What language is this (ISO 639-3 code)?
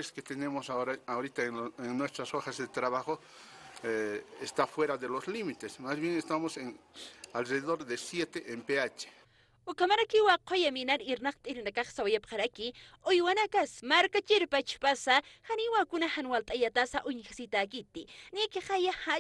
aym